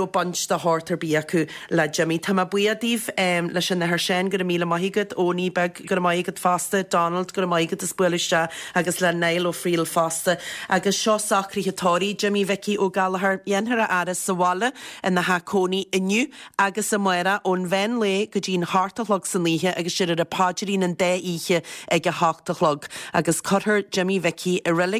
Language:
Irish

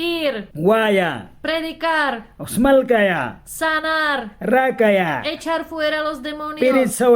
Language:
Mískito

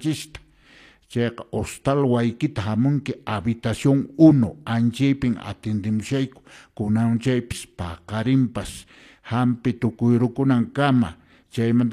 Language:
Quechua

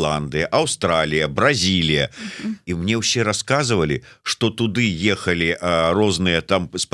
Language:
Belarusian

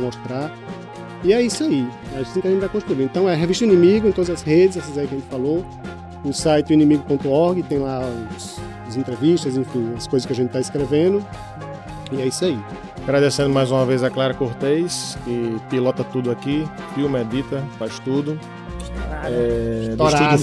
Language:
Portuguese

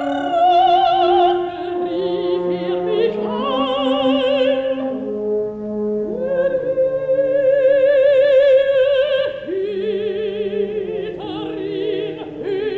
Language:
German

